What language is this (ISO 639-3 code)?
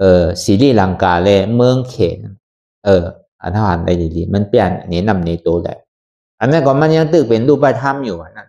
shn